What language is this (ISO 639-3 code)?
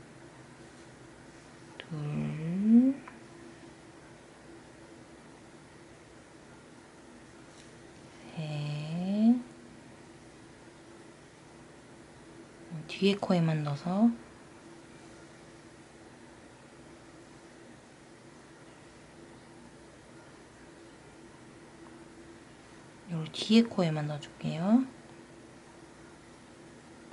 kor